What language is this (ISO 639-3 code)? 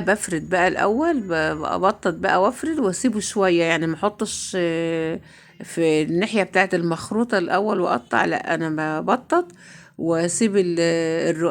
arz